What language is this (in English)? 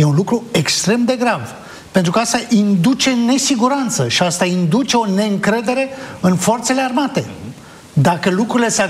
Romanian